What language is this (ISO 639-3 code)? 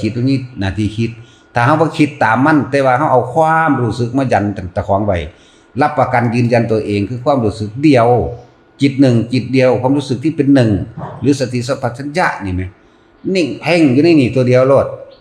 tts